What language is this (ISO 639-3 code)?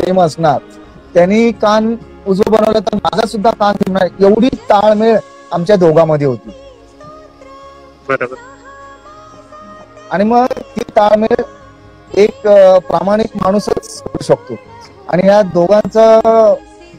mar